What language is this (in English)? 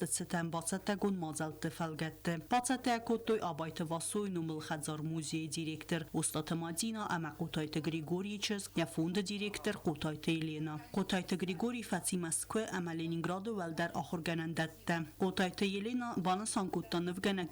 Ossetic